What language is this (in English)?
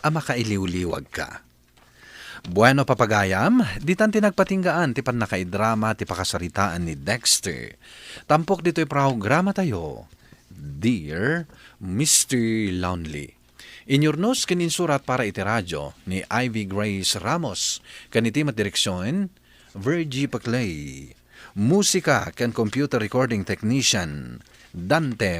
Iloko